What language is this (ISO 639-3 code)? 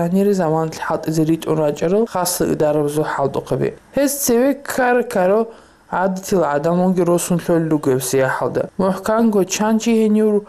ava